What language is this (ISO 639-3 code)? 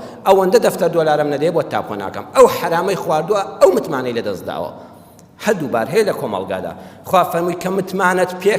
ckb